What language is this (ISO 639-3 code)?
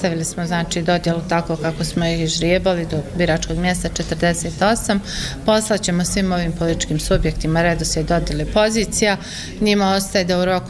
bos